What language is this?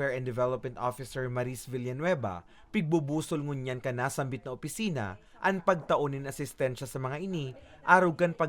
Bikol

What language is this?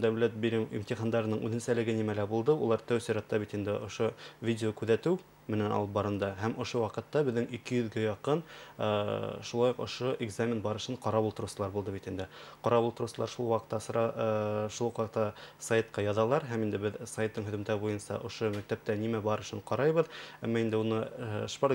Bashkir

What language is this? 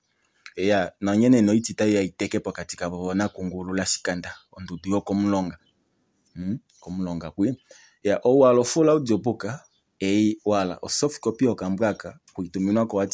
Kuanyama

